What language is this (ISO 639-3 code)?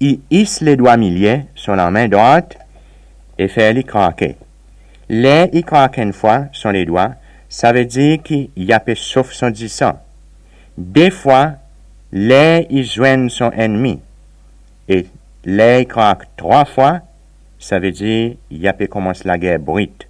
crs